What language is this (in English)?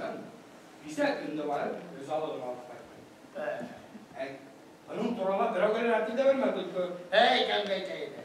Bashkir